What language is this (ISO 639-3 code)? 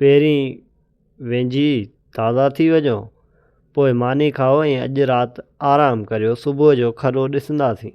snd